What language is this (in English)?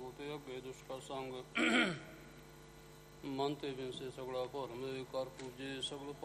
Punjabi